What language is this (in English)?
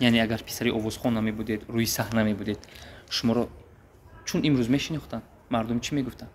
Tajik